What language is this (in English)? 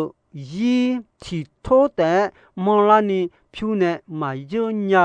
Akha